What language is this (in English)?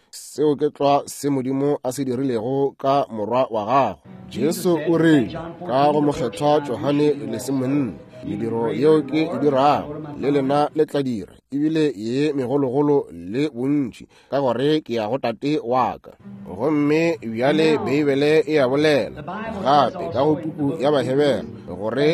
Northern Sotho